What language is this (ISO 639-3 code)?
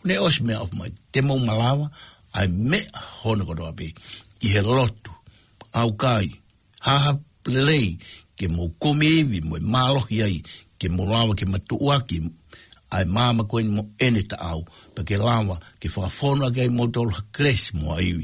ton